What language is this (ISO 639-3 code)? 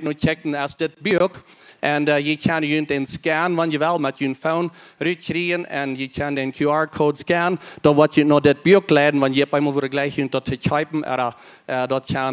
pdt